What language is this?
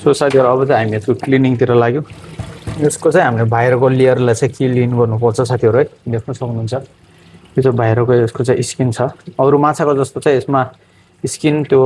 Nepali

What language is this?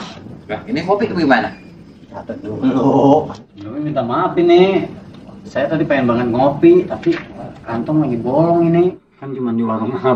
Betawi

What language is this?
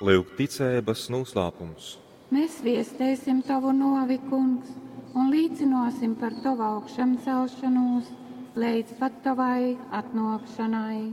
Latgalian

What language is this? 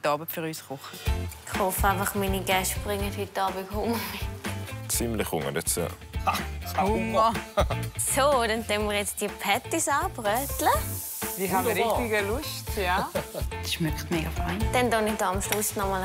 Swiss German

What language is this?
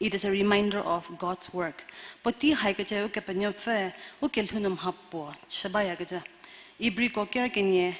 Angami Naga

